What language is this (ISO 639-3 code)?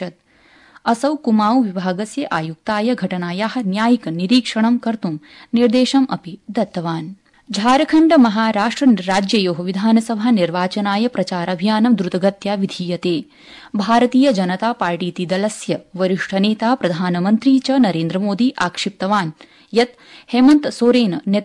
san